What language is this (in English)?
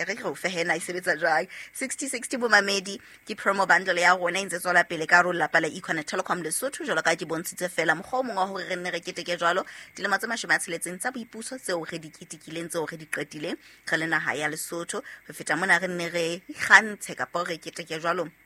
Southern Sotho